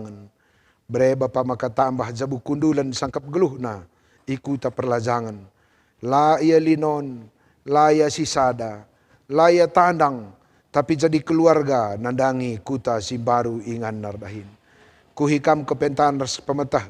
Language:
Batak Karo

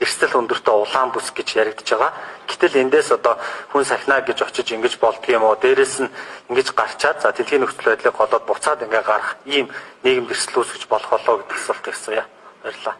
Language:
Mongolian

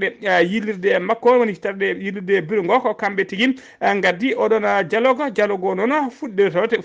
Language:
Fula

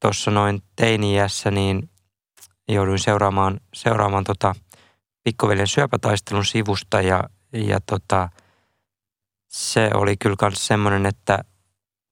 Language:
Finnish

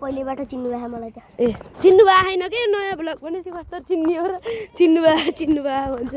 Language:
Nepali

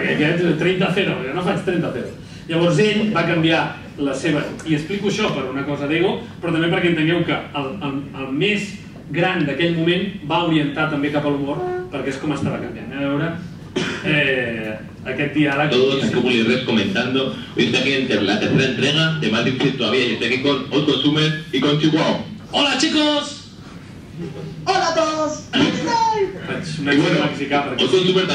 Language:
Catalan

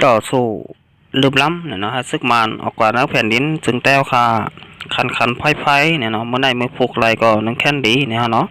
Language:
Shan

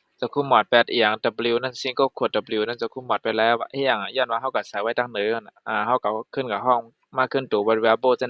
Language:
Shan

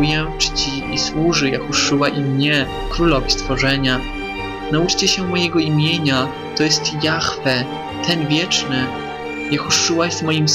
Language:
Polish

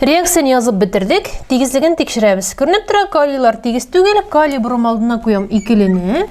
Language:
Tatar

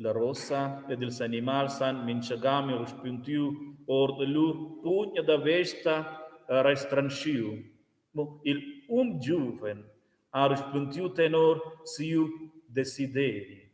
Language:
Romansh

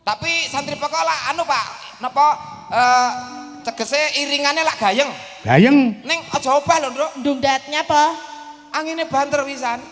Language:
Javanese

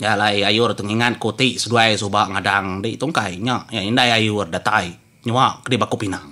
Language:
Iban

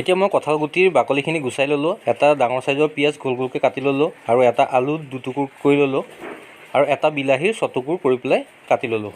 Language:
Assamese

